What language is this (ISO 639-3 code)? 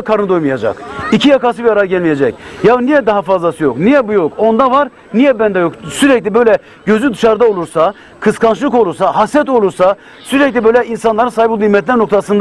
tur